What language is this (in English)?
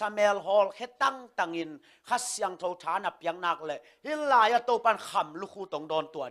Tedim Chin